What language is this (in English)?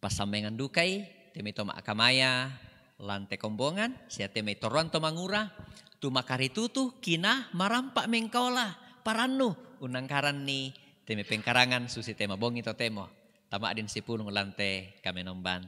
Toraja-Sa'dan